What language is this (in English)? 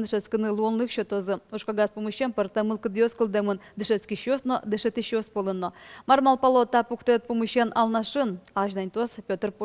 Udmurt